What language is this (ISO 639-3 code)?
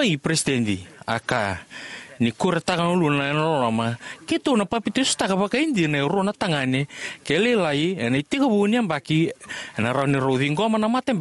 fij